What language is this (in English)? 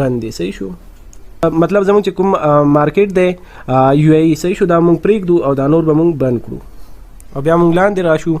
Pashto